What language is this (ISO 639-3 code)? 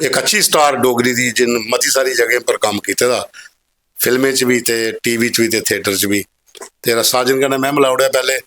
doi